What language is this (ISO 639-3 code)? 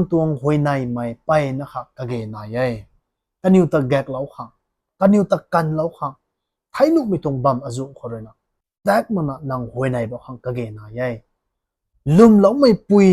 nbu